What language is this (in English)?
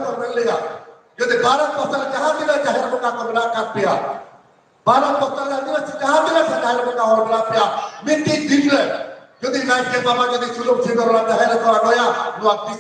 Santali